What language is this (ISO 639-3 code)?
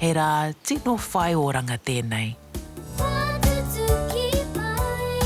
mri